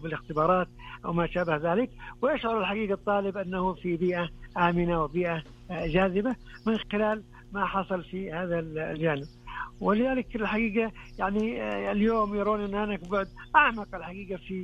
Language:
Najdi Arabic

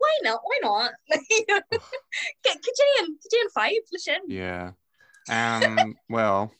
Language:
Irish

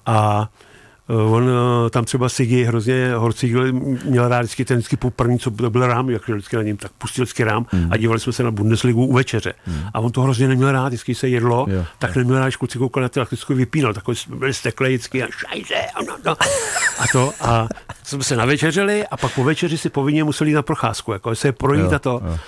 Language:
Czech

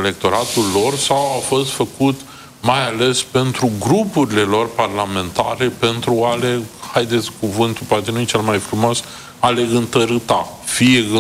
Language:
Romanian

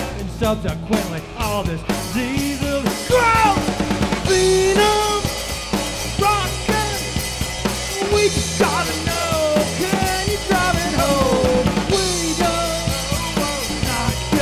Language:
English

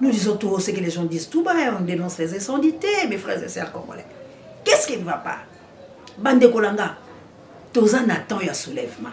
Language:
Lingala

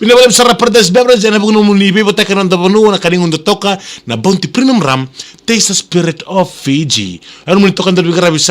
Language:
Fijian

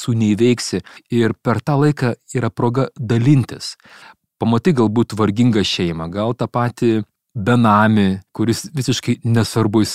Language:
Lithuanian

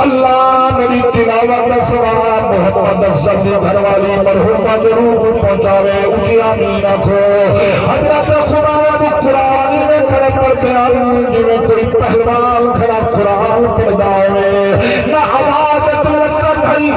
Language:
Saraiki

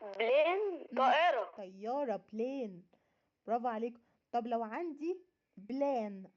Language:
Egyptian Arabic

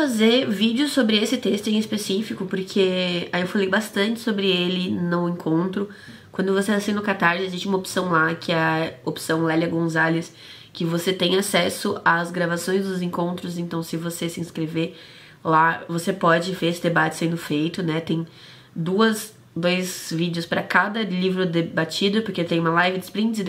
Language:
Portuguese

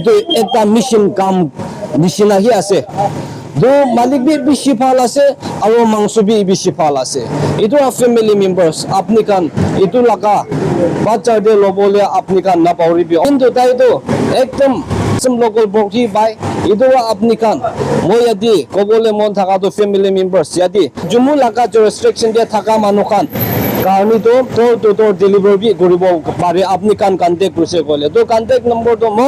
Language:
Naga Pidgin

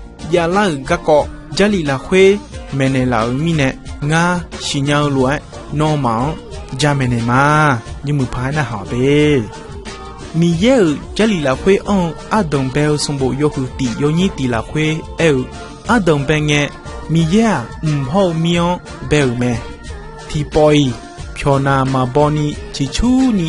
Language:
Akha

